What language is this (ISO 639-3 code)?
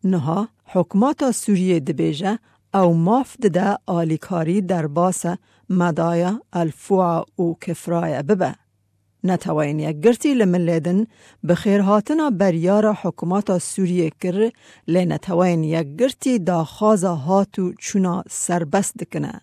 kur